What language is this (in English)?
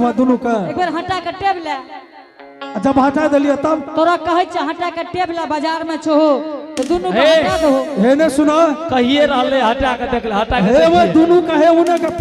Angika